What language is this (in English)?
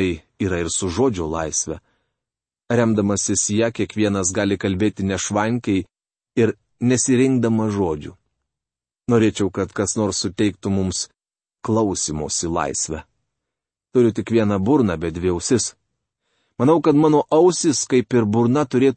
Lithuanian